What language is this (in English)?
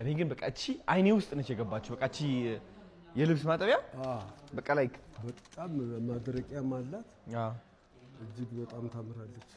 Amharic